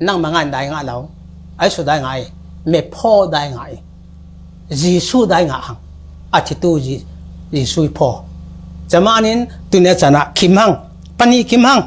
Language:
Falam Chin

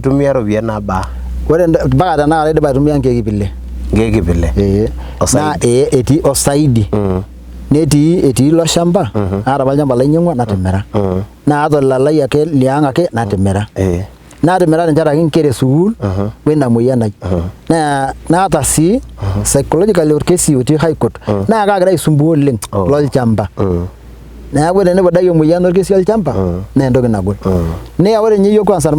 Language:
Masai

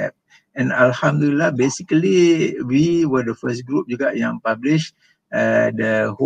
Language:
Malay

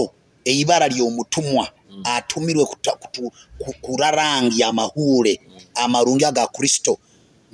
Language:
Nyoro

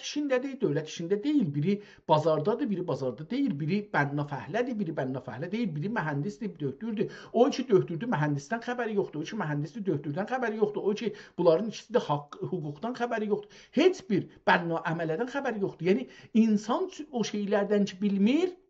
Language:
South Azerbaijani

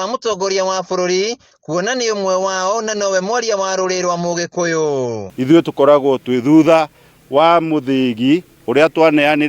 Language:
Kikuyu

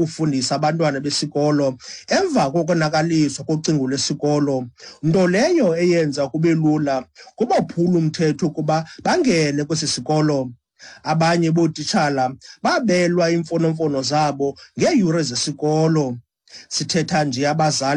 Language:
Xhosa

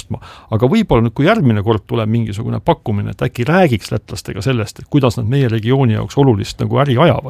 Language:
Estonian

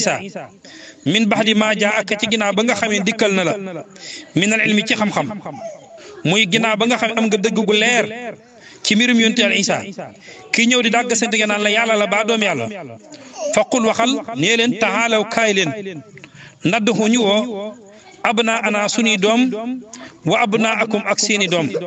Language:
Wolof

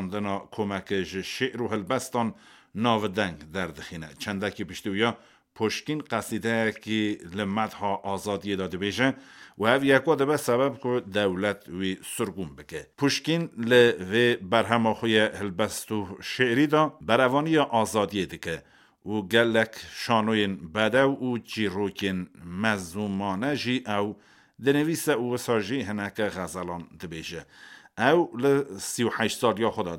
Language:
Kurdish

